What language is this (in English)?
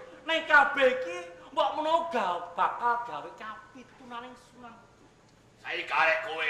Javanese